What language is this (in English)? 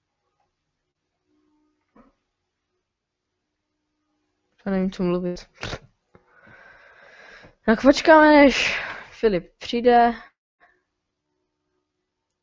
Czech